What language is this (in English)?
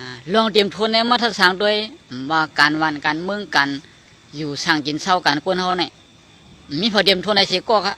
Shan